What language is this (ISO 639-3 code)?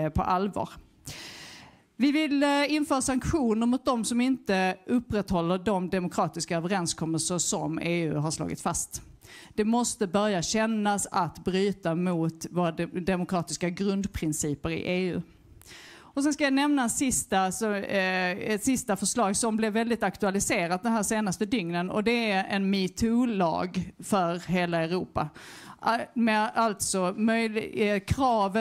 swe